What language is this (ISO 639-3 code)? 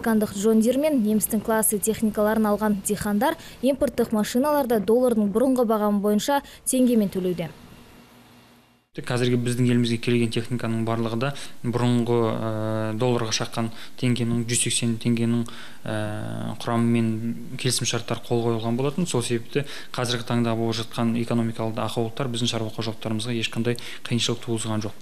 kaz